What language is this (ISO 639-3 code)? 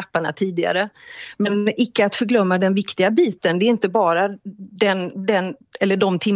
swe